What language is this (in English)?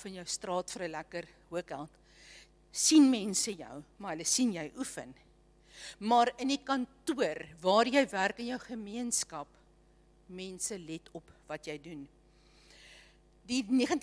Afrikaans